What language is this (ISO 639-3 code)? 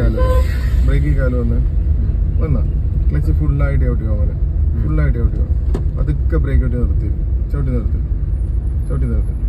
mal